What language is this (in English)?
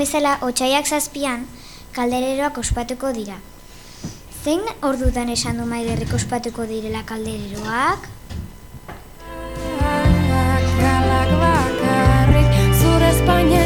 Basque